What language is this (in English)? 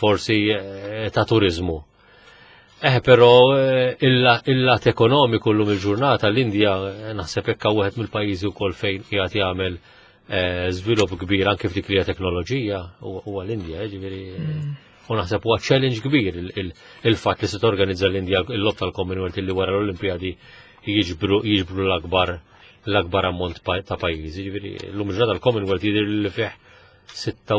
Maltese